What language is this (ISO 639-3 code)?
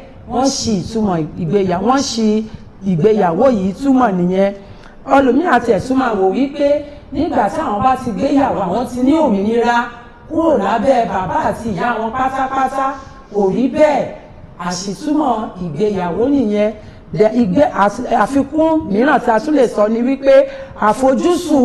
yor